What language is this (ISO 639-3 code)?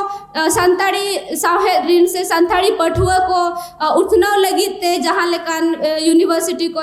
sat